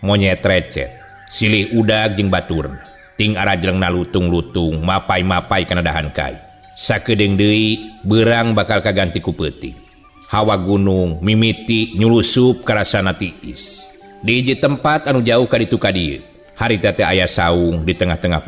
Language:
Sundanese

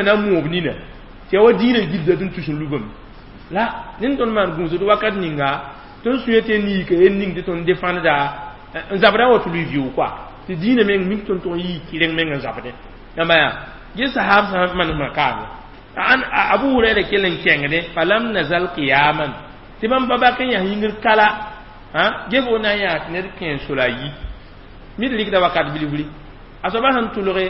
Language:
Mossi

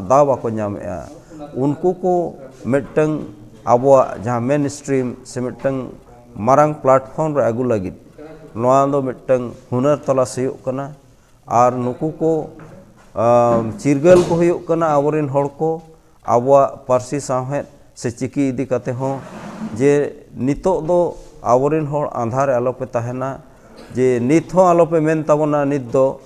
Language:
Santali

